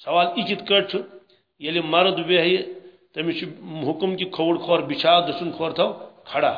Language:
Kashmiri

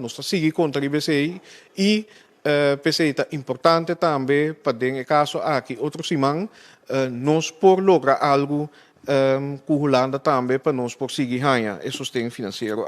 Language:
Papiamento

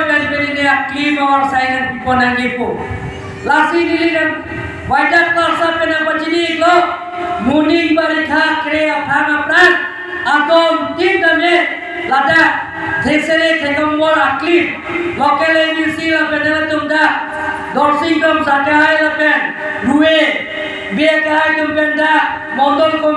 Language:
Karbi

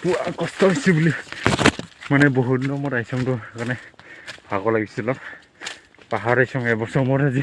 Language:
Assamese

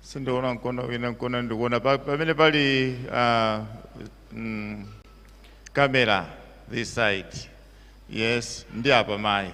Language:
Nyanja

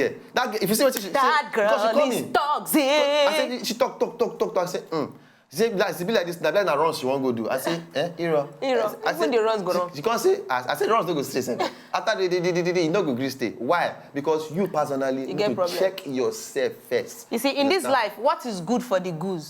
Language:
Nigerian Pidgin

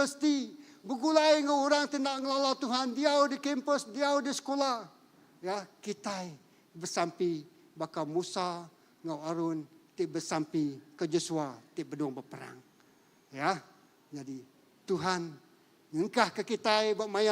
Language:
Iban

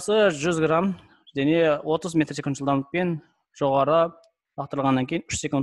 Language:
Kazakh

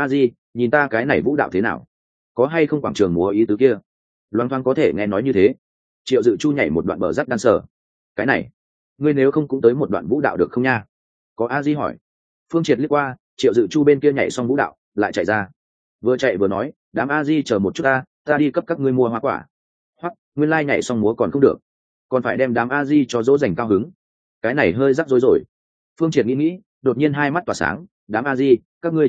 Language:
Vietnamese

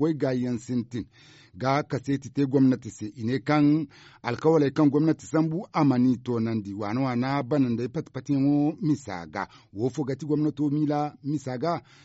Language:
Zarma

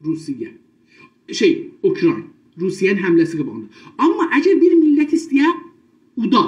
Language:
South Azerbaijani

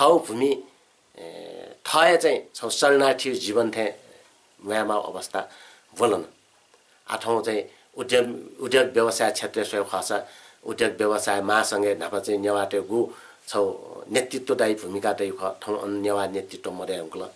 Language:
Newari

